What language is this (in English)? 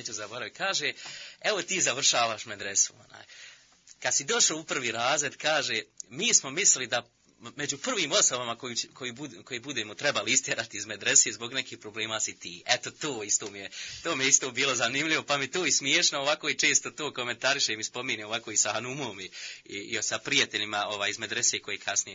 Bosnian